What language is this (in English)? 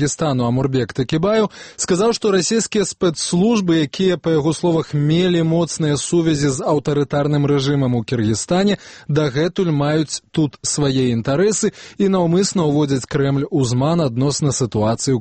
Belarusian